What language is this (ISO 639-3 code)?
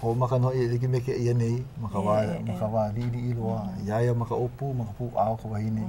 haw